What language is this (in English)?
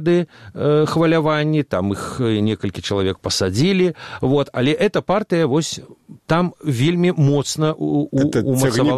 Belarusian